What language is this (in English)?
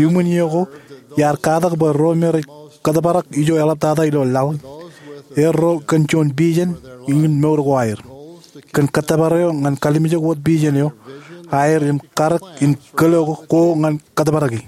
Marshallese